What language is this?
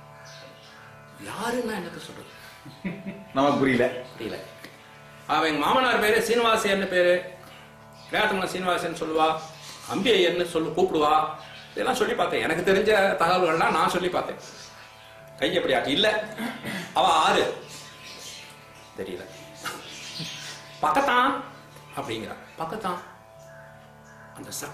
Tamil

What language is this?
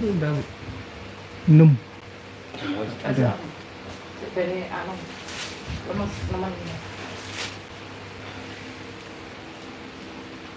Indonesian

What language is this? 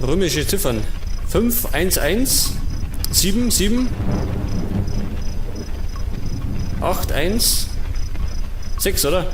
Bavarian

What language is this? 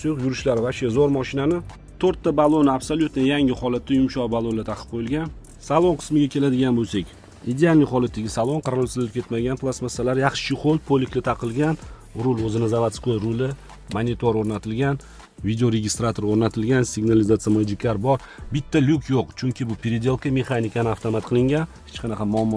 Uzbek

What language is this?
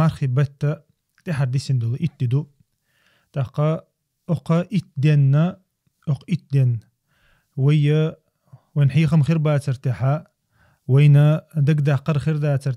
Chechen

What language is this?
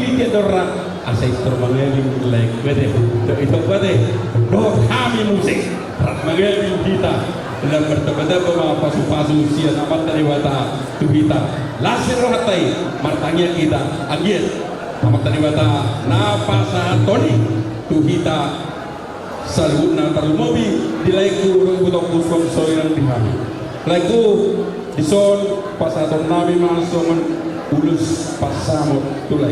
Batak Toba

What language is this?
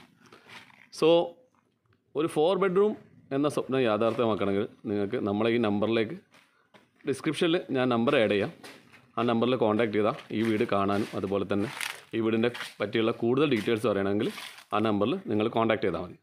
Malayalam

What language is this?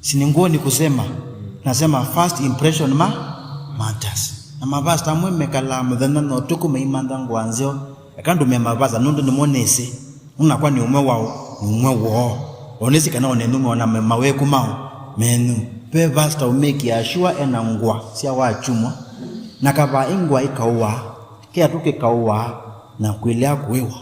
Kamba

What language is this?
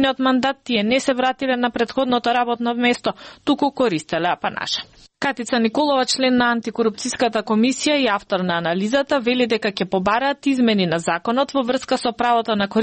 Macedonian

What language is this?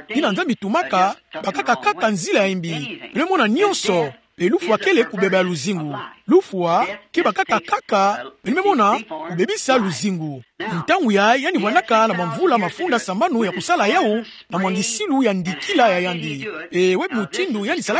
Kituba (Democratic Republic of Congo)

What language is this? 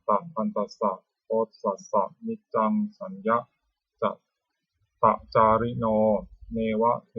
Pali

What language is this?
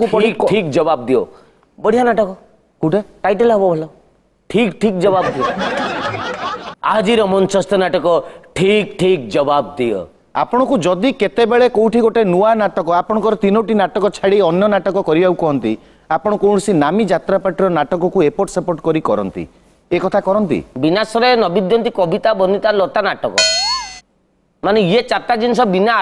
Odia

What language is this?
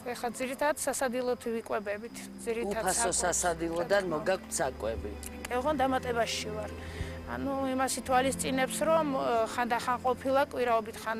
Georgian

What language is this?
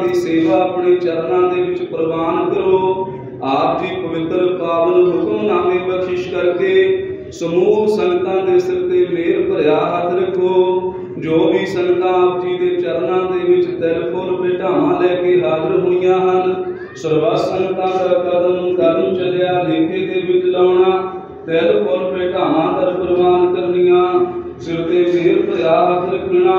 Punjabi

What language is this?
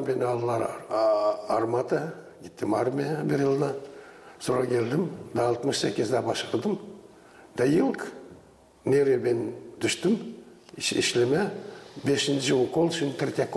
Gagauz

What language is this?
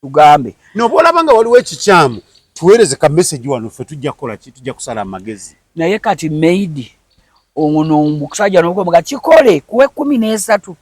Ganda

